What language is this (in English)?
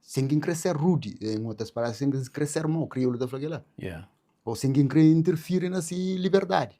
Kabuverdianu